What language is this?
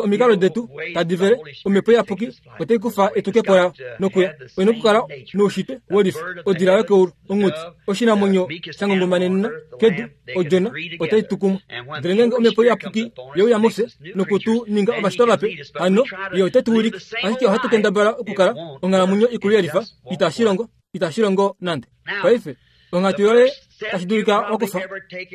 Kuanyama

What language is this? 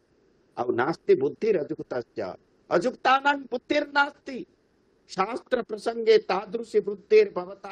Sanskrit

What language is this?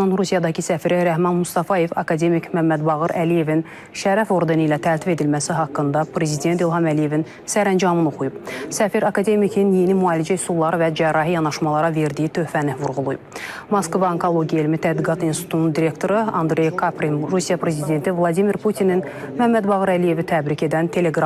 Azerbaijani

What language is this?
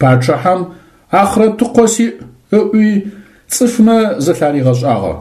Adyghe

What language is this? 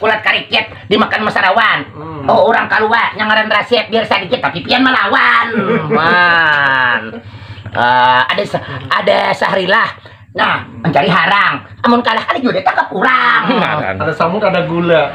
Banjar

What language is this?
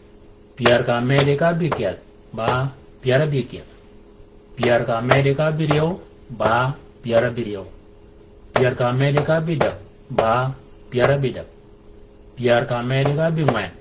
Shilluk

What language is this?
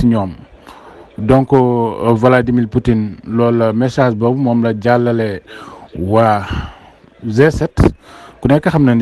Wolof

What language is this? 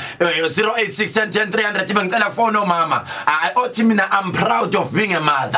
Zulu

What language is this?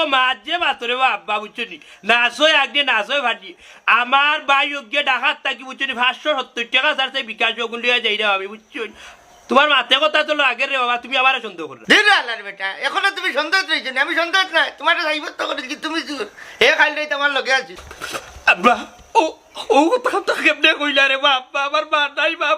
Sylheti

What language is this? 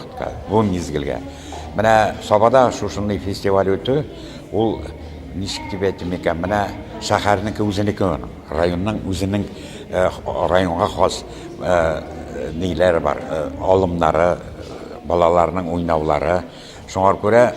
Tatar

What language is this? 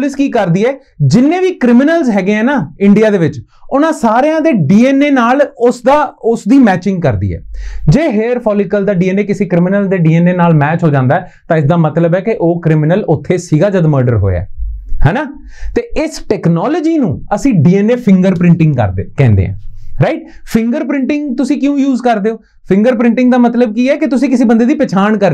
Punjabi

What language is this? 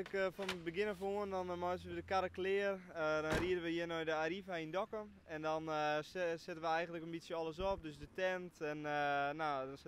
Western Frisian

